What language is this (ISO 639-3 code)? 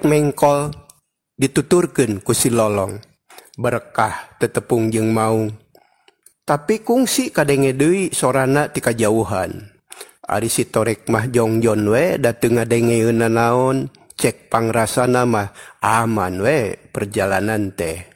sun